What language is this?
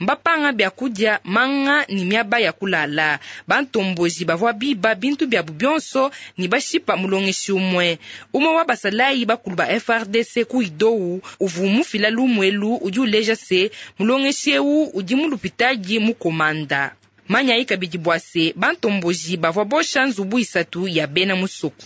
Luba-Lulua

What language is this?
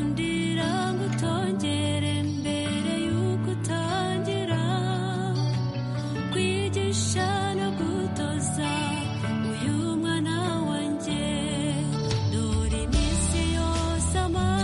Kinyarwanda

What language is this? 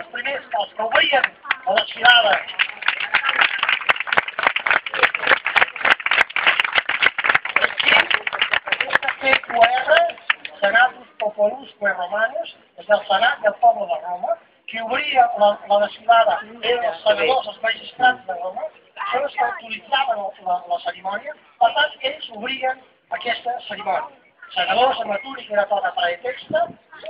Catalan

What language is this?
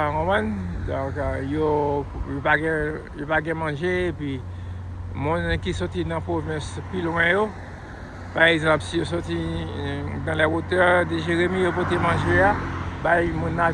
Haitian Creole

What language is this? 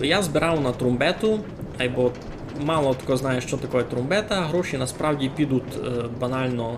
Rusyn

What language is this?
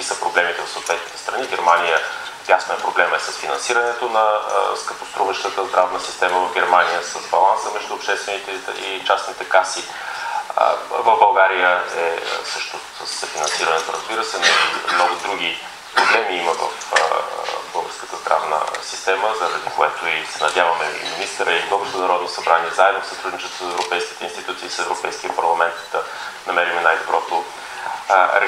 Bulgarian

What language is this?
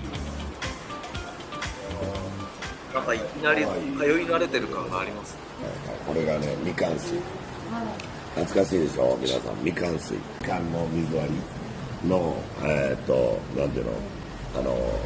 Japanese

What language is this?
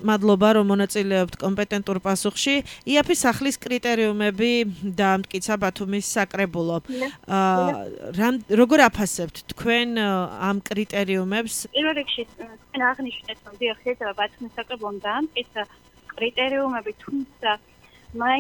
Georgian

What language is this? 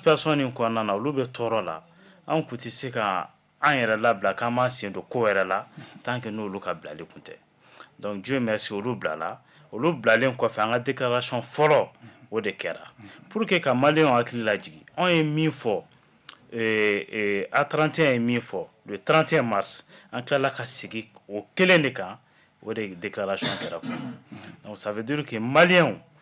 Bambara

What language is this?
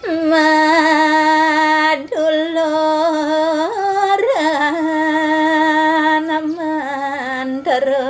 Balinese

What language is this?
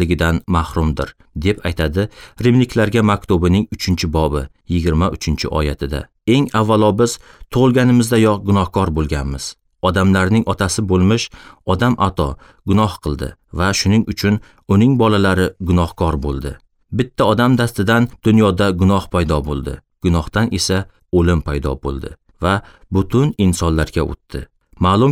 Uzbek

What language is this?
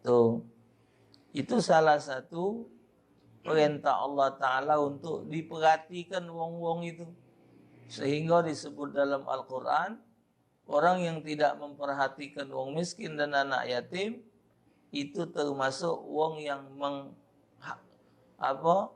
Musi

